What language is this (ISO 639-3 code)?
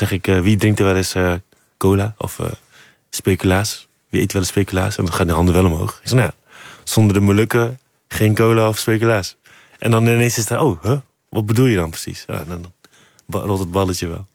nld